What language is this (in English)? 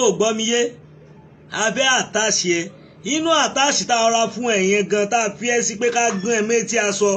Yoruba